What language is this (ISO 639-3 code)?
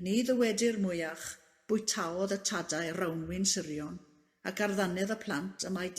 cym